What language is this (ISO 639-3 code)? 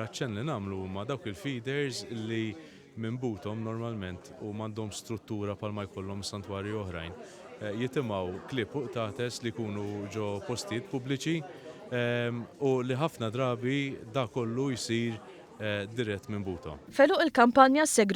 mlt